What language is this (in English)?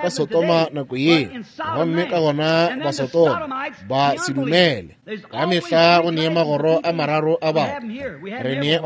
Northern Sotho